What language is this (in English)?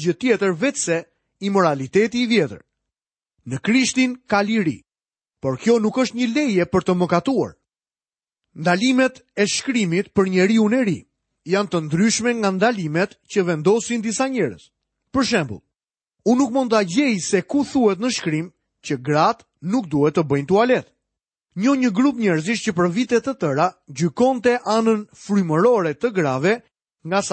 Albanian